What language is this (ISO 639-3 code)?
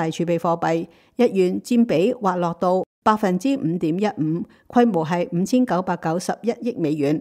yue